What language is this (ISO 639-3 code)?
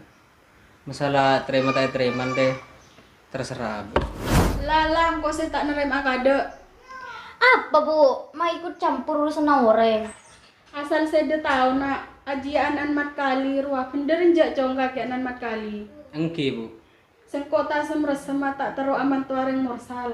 mad